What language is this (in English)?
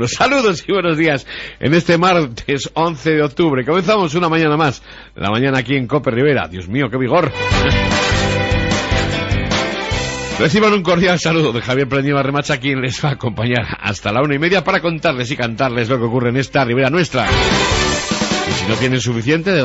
Spanish